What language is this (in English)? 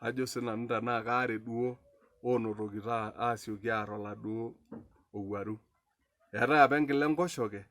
Masai